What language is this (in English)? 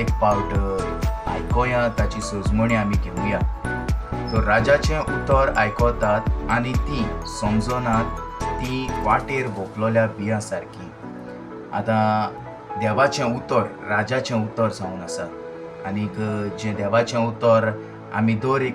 Konkani